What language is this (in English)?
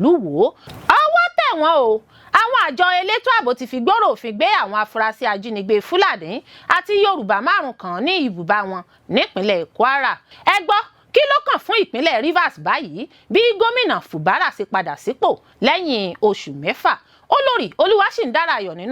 Yoruba